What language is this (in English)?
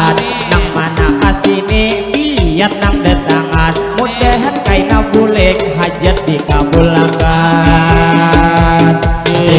Banjar